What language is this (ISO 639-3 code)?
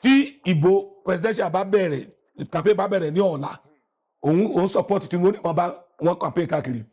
yor